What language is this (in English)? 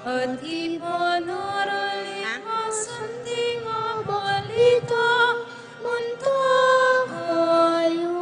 Pampanga